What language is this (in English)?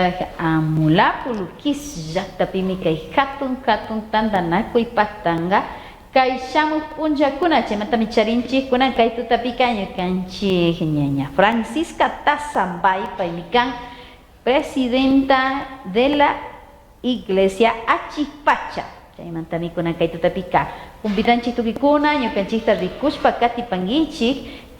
Chimborazo Highland Quichua